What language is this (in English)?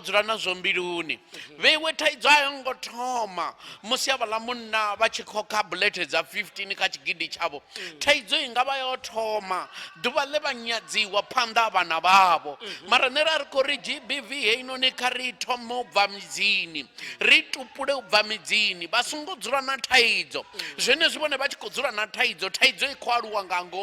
Venda